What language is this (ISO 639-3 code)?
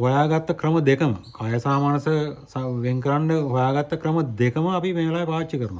sin